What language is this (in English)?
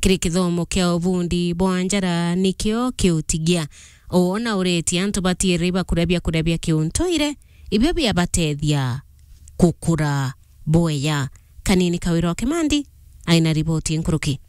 Meru